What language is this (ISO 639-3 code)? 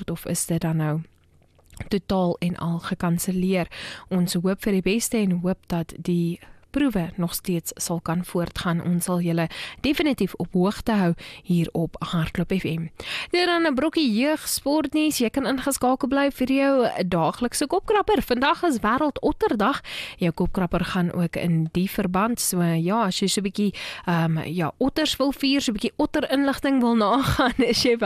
afr